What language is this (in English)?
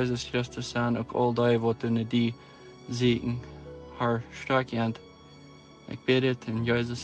Plautdietsch